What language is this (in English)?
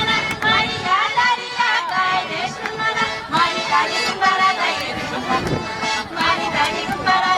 Chuvash